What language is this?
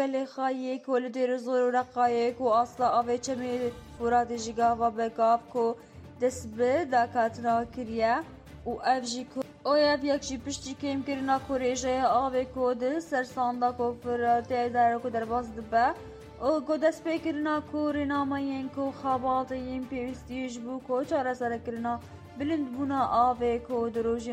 Kurdish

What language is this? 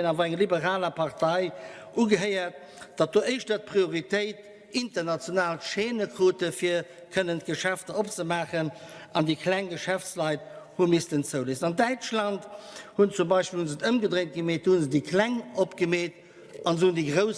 Luxembourgish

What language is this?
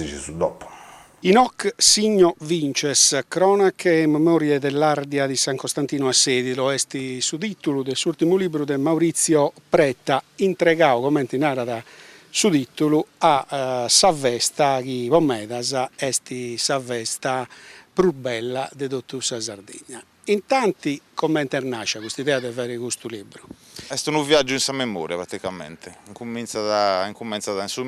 Sardinian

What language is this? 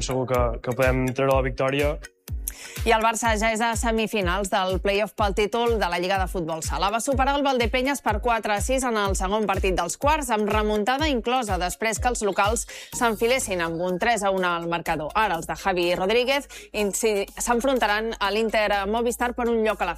Catalan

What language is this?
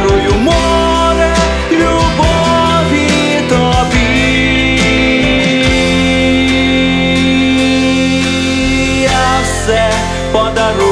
Ukrainian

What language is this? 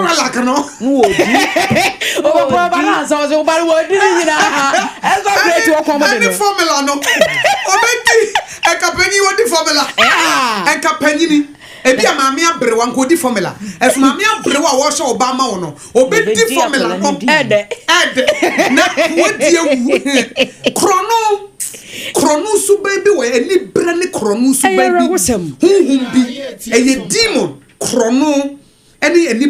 Akan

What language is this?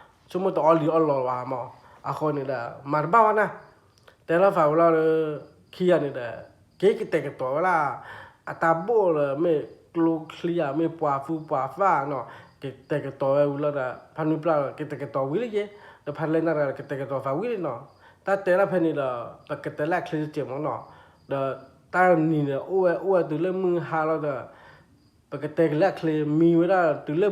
S'gaw Karen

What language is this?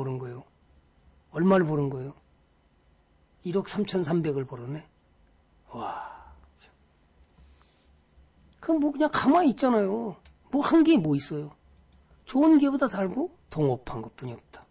Korean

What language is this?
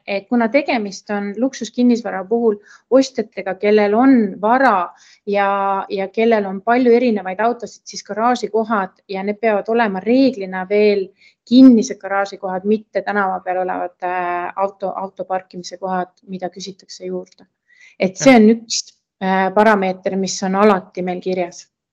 Estonian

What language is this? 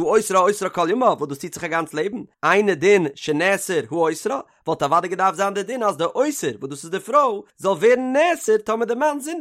Yiddish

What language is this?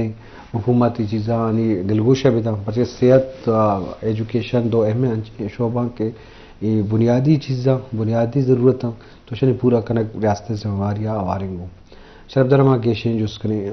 Eastern Balochi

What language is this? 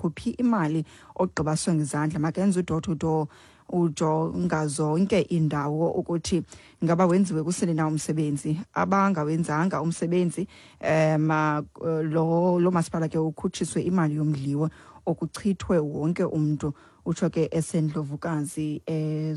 Xhosa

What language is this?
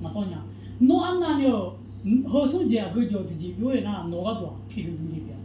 Akha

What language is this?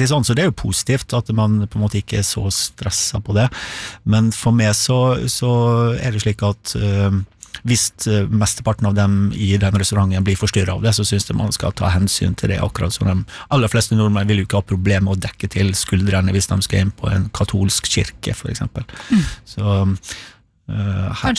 Norwegian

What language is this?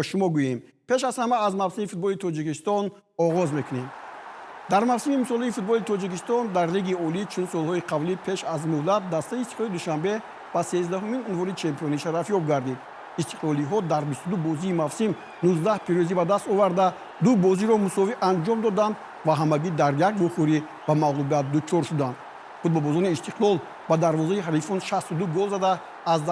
Tajik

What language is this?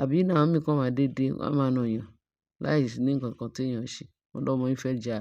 Yoruba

